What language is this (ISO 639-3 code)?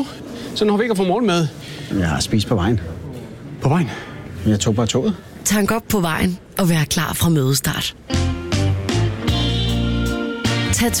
dan